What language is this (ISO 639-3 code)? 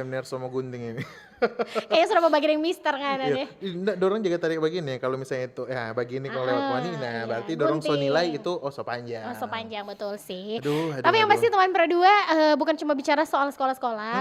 xmm